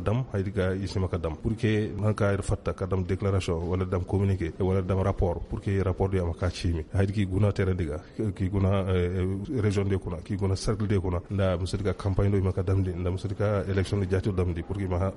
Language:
Koyraboro Senni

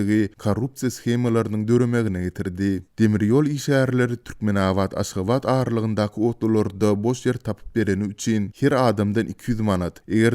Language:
Turkmen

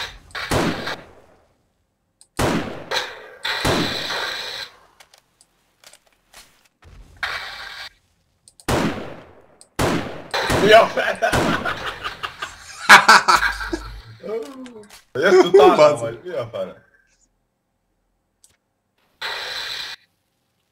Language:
Hungarian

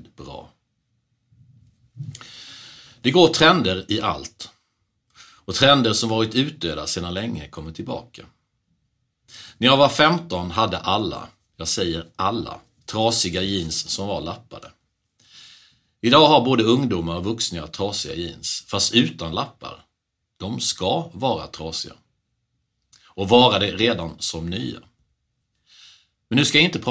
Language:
Swedish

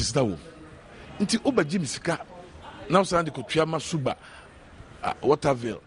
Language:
Akan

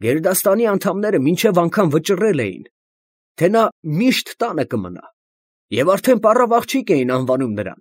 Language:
Armenian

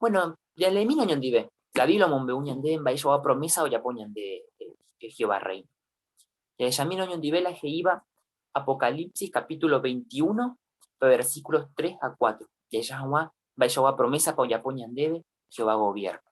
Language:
Guarani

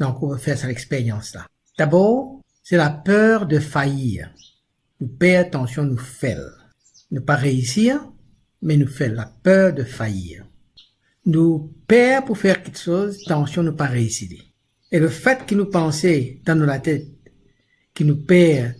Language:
Morisyen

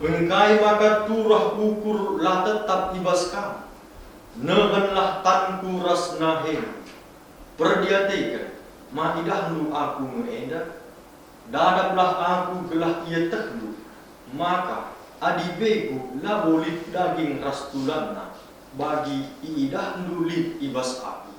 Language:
Batak Karo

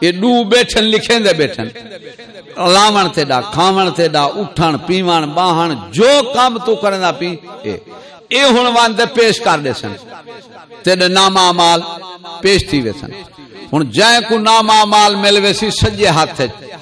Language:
Saraiki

